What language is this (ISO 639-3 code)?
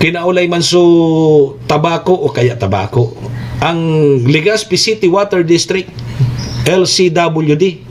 bik